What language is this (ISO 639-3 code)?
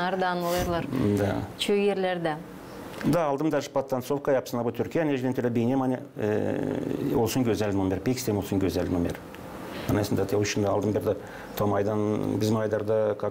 gag